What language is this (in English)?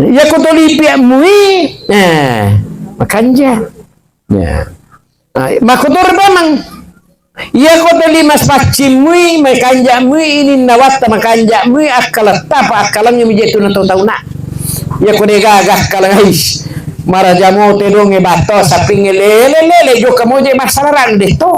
Buginese